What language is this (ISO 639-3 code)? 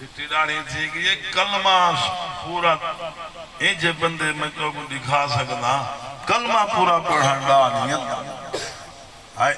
skr